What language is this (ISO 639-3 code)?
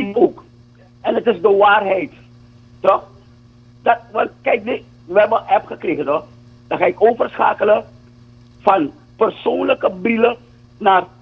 nld